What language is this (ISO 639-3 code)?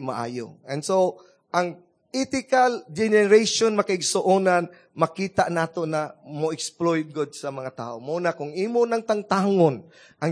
ceb